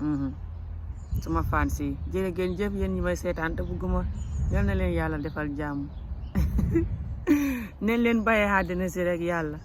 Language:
Wolof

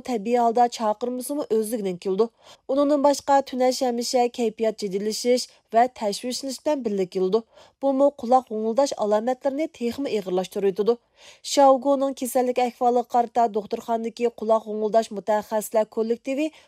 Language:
Uyghur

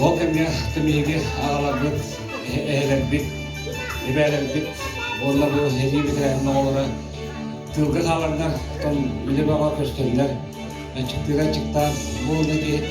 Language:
Yakut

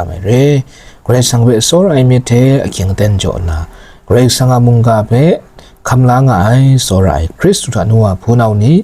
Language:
Kachin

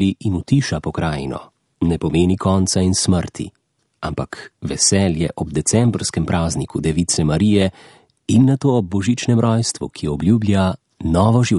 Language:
Slovenian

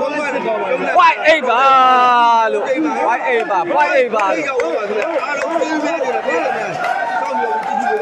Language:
Burmese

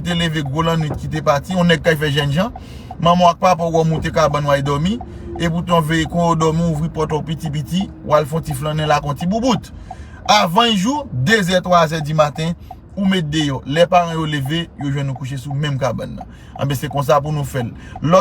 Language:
Haitian Creole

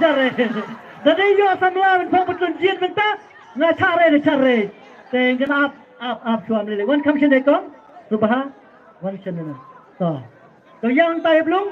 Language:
Khasi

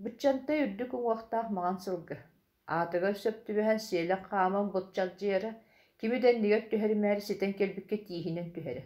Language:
Yakut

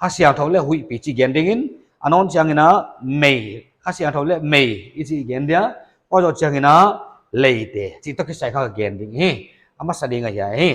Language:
Paite Chin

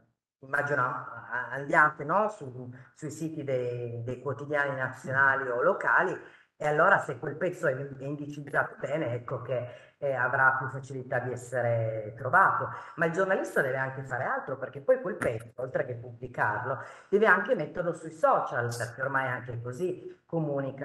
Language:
Italian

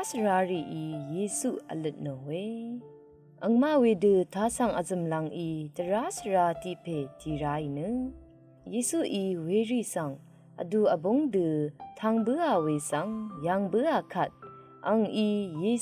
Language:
Rawang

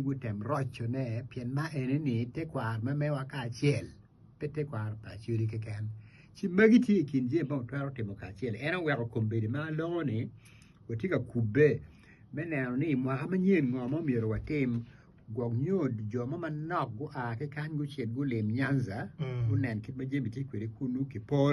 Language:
Acoli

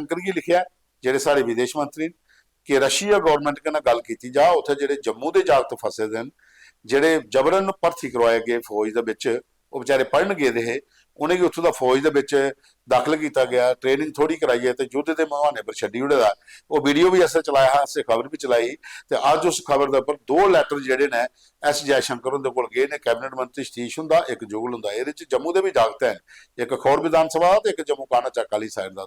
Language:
Dogri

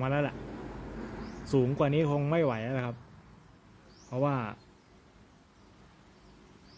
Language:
Thai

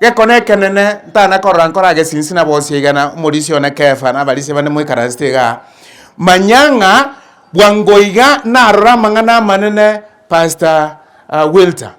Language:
Gusii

